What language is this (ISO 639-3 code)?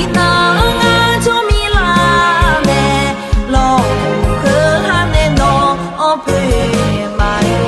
ahk